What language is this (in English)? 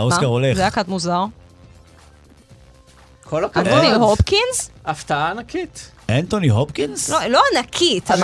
Hebrew